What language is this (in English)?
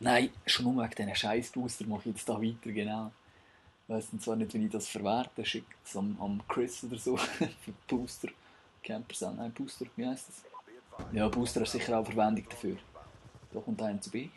Swiss German